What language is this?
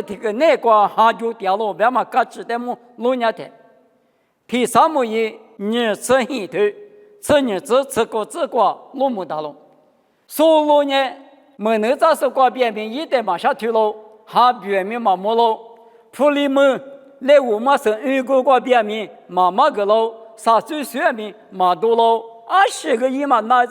Lisu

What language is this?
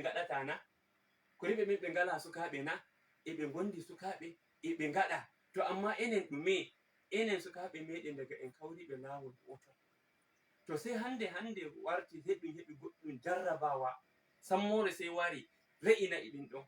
Fula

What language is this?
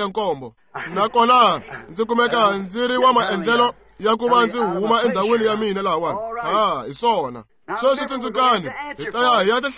Tsonga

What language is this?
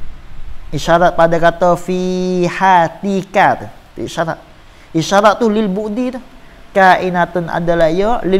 Malay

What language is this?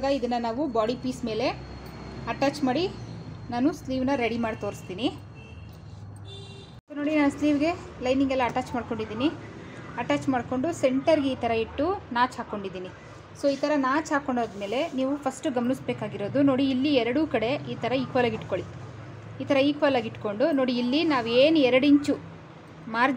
Kannada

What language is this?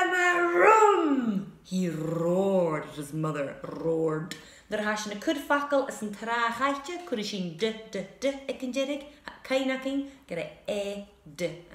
Scottish Gaelic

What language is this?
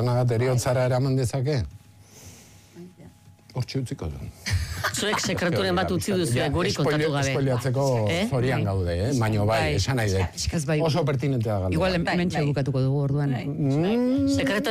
Basque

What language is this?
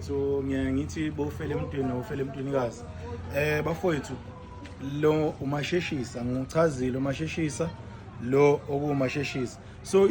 Zulu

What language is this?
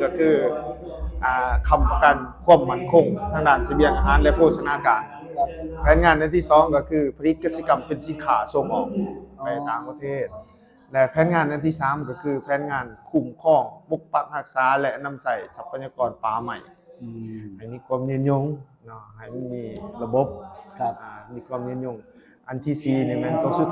Lao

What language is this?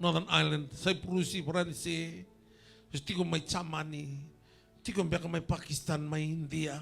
Fijian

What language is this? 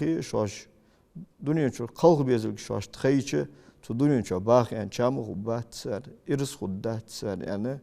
Ingush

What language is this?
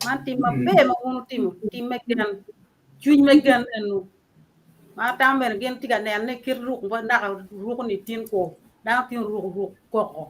Acoli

